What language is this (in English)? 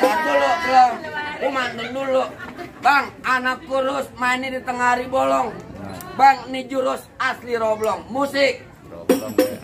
Betawi